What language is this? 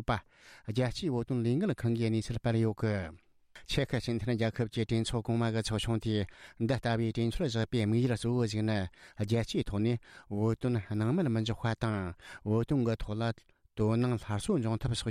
Tibetan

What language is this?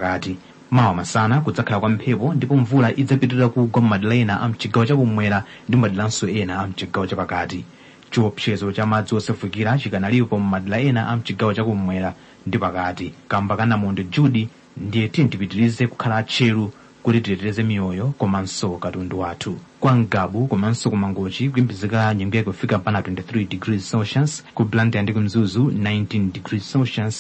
Nyanja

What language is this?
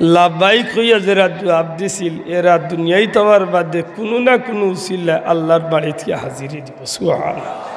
Sylheti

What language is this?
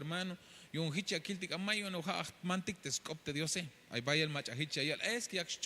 Tzeltal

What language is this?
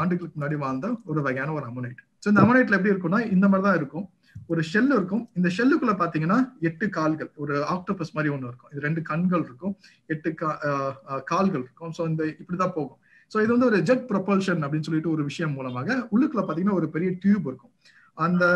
Tamil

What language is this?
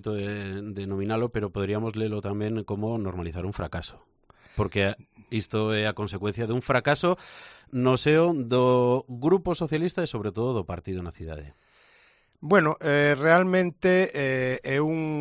Galician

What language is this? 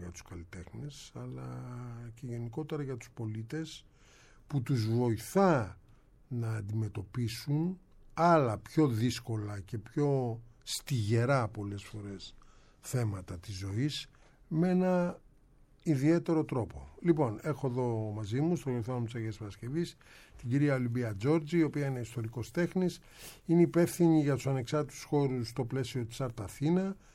Greek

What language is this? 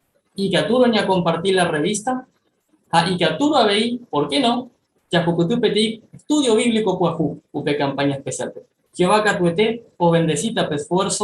Guarani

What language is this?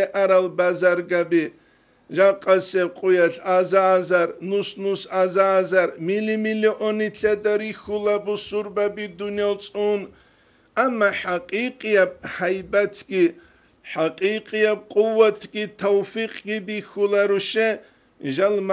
Avaric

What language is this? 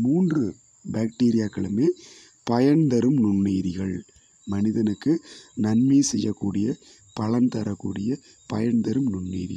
Tamil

